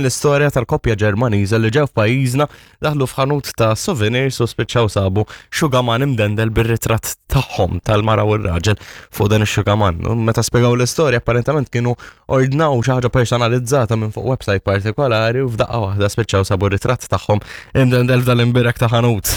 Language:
Maltese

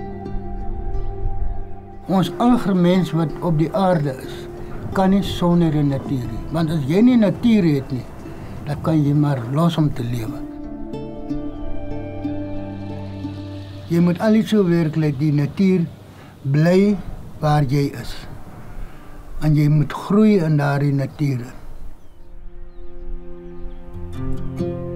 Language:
Afrikaans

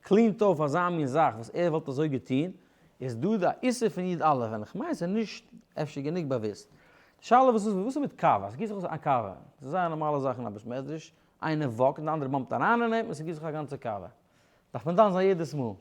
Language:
Yiddish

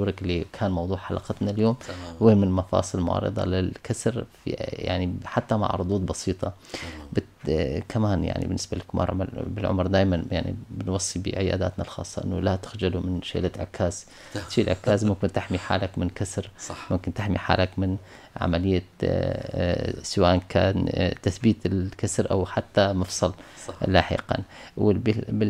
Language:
North Levantine Arabic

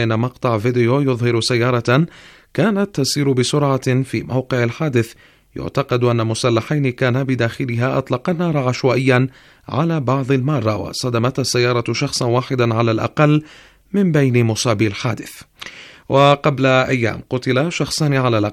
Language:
Arabic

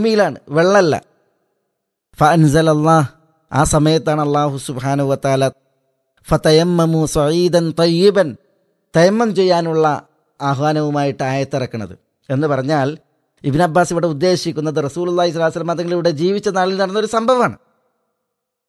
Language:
Malayalam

